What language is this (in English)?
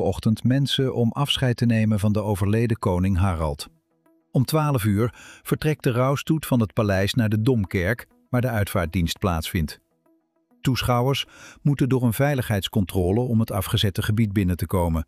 Dutch